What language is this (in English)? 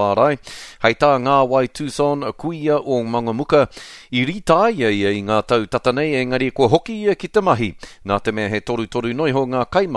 Māori